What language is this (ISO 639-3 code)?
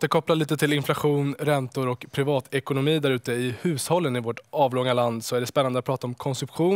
swe